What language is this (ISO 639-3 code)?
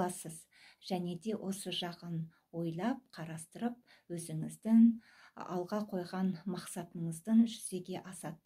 kaz